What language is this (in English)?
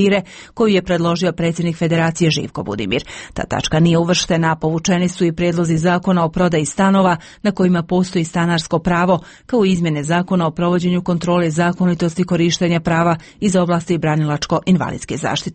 Bosnian